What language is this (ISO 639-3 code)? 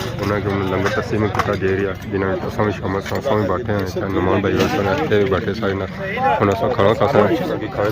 phr